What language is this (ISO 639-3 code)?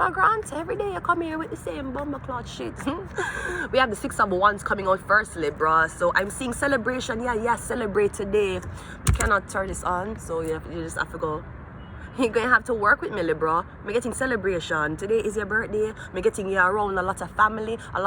jam